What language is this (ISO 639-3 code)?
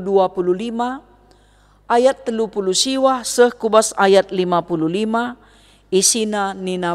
btx